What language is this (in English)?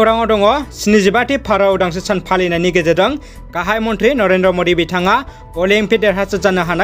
Bodo